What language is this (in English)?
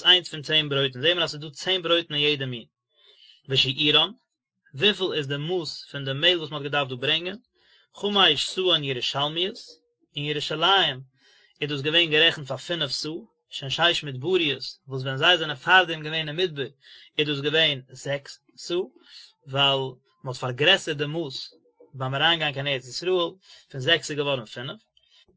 Yiddish